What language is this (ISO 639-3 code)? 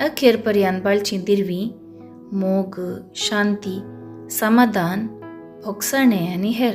kok